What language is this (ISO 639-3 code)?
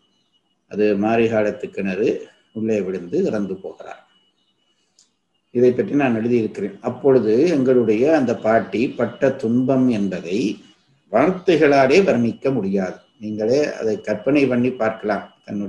tam